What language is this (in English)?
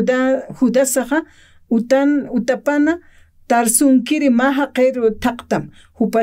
Aymara